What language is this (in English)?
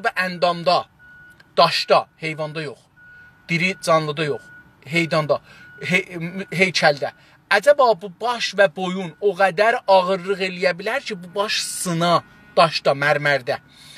South Azerbaijani